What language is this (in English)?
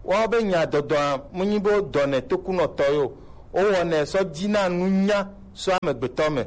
Gen